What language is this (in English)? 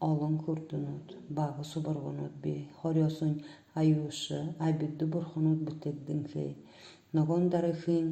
Buriat